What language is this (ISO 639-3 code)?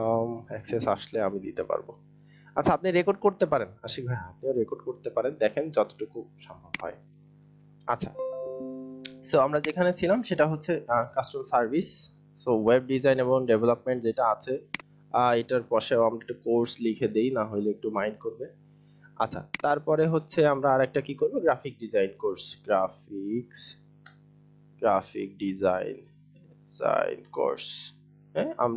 ben